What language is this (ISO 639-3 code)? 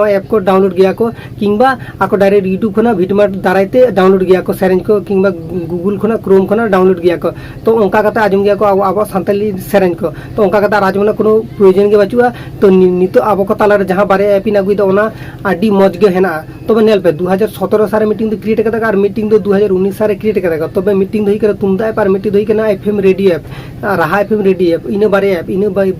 sat